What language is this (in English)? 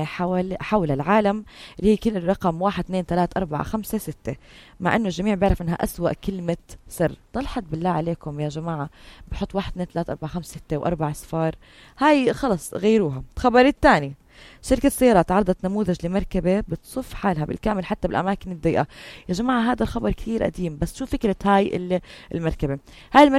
North Levantine Arabic